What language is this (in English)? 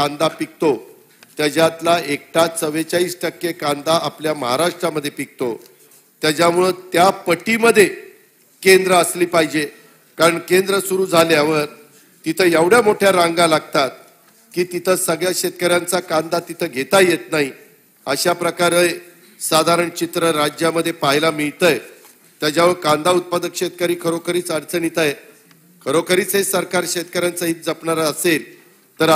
Marathi